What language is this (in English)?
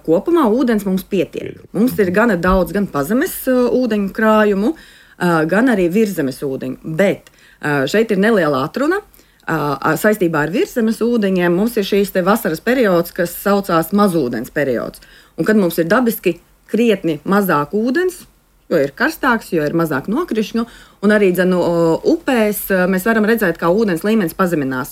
Latvian